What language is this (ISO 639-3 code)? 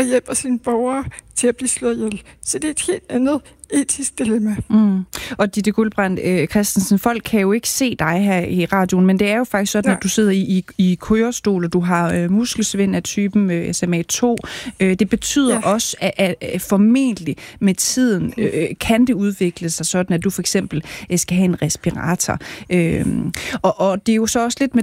dan